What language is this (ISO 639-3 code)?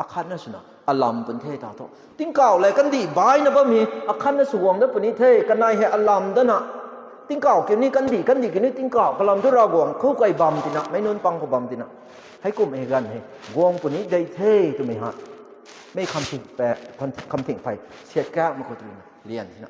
nbu